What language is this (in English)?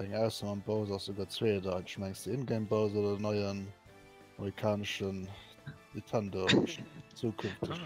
Luxembourgish